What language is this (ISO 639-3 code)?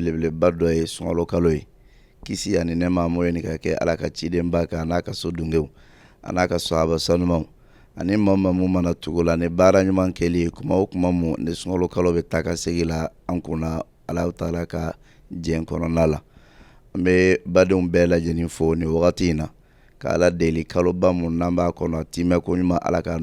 bam